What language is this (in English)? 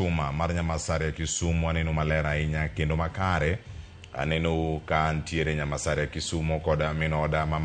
Luo (Kenya and Tanzania)